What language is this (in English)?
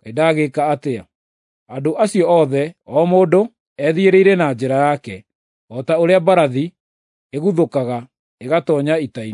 Kikuyu